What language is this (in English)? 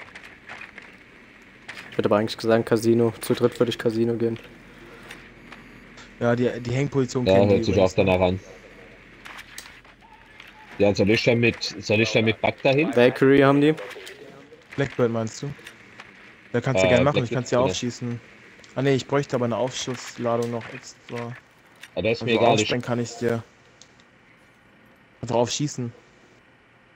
German